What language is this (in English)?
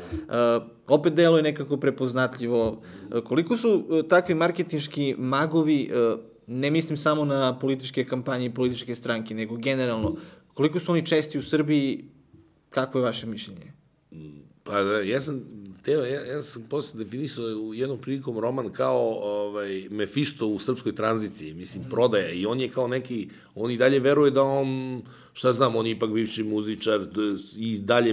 Serbian